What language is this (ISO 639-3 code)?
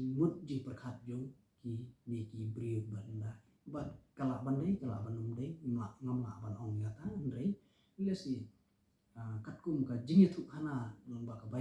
kha